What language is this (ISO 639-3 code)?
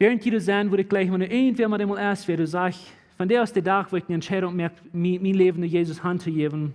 pdt